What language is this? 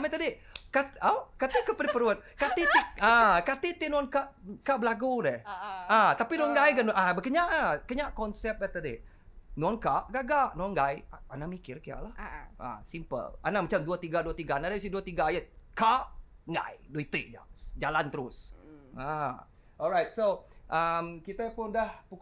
Iban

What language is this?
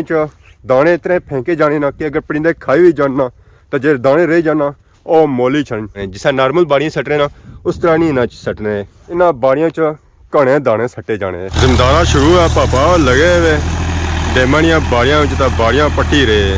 Pahari-Potwari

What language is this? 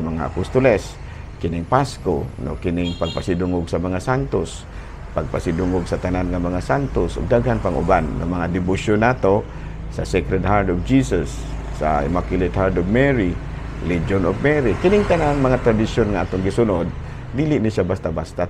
Cebuano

